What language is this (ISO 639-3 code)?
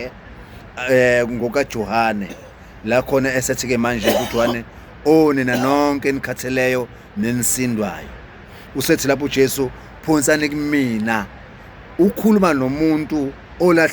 zul